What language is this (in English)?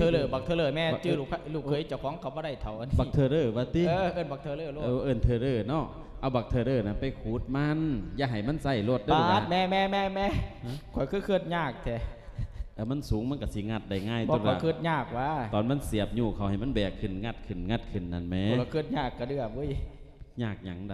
Lao